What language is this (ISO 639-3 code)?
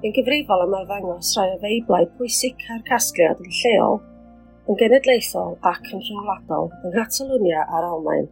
cym